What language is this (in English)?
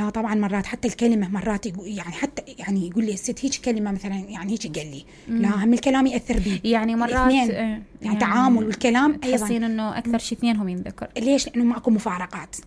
Mesopotamian Arabic